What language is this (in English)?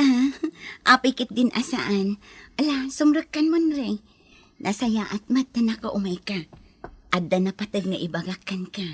Iloko